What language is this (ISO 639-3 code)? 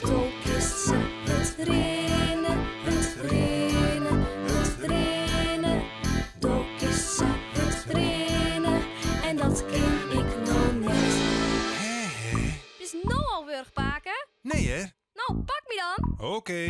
fry